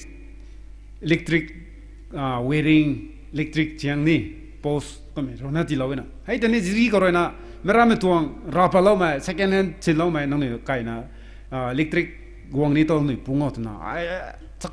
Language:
Rongmei Naga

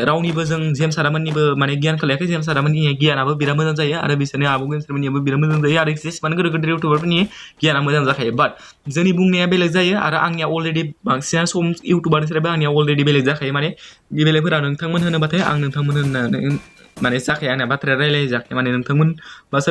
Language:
Bodo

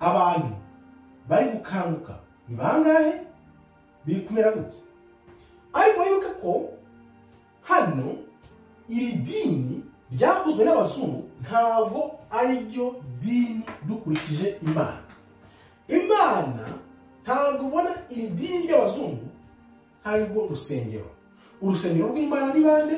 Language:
Kinyarwanda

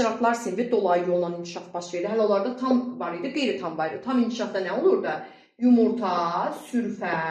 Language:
Azerbaijani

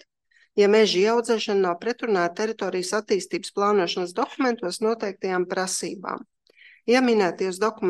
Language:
Latvian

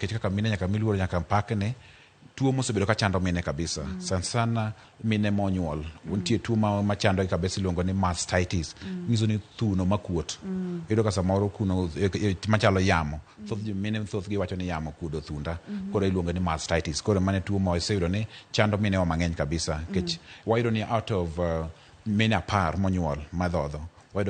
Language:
Luo (Kenya and Tanzania)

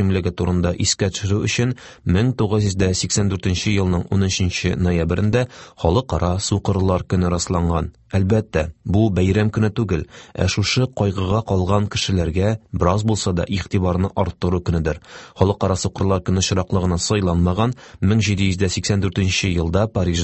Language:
Tatar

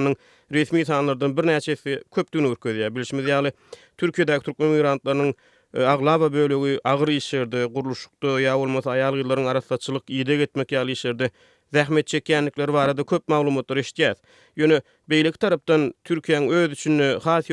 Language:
Turkmen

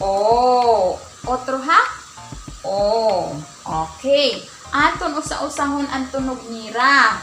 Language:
Waray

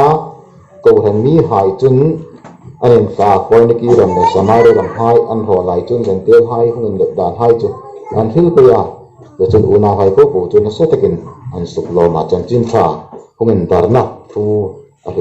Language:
Hmar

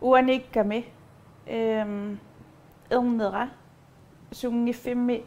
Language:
Kalaallisut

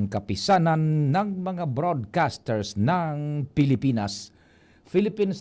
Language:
Bikol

